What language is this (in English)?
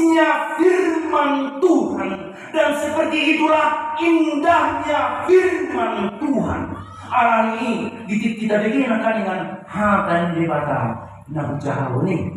Batak Toba